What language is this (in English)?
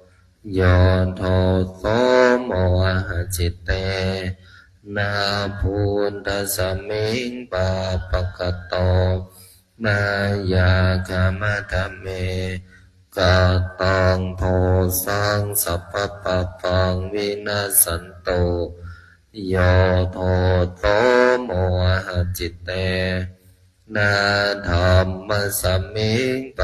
Pali